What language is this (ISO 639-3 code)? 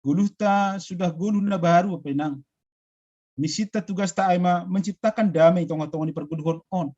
bts